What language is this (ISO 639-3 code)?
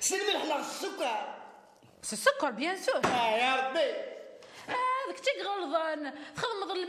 kab